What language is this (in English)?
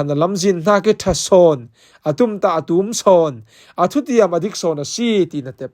Falam Chin